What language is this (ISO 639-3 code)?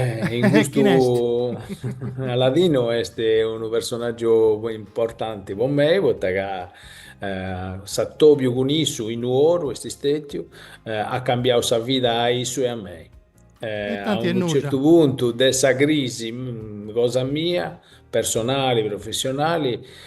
srd